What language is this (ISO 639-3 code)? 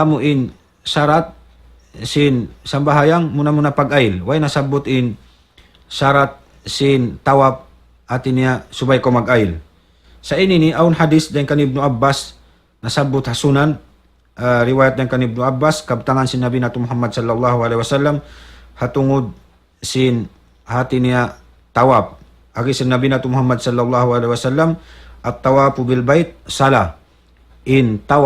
tsg